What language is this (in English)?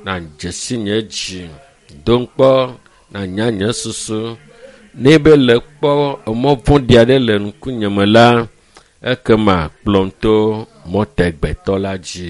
Ewe